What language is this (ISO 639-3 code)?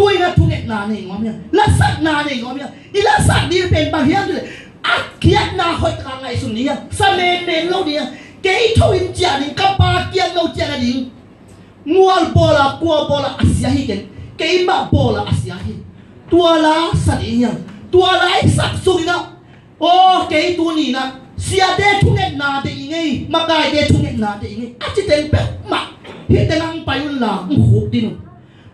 ctd